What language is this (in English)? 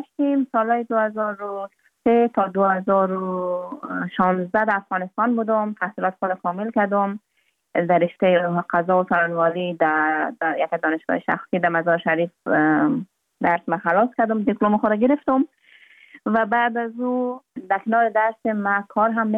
Persian